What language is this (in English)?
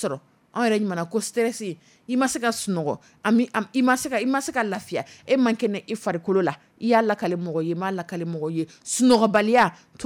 Dyula